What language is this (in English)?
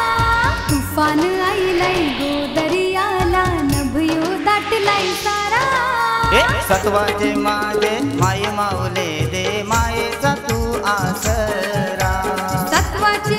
Marathi